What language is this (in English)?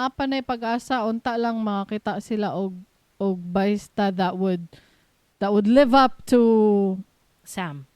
Cebuano